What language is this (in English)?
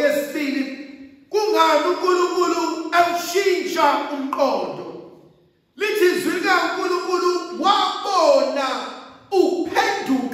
Zulu